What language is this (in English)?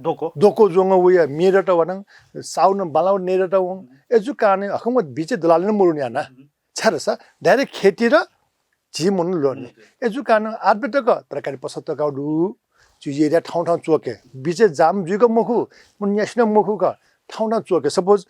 Newari